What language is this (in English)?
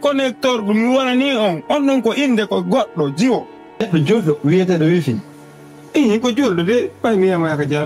Fula